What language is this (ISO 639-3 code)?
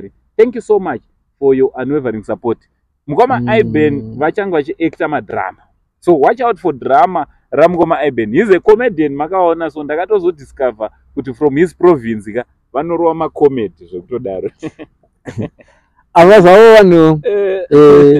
sna